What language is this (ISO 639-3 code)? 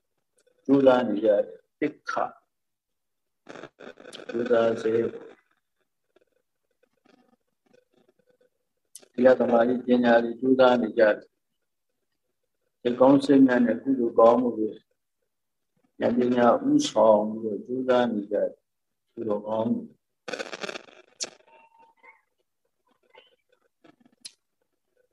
mya